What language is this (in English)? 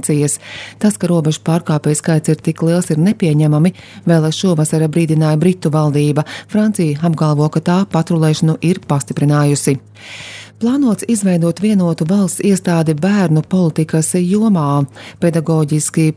Latvian